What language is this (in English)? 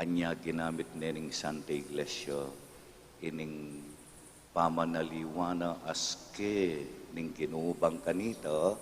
Pampanga